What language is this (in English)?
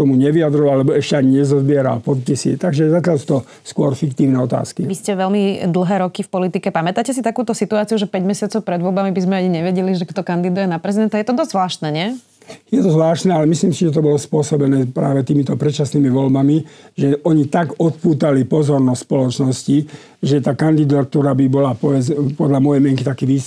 Slovak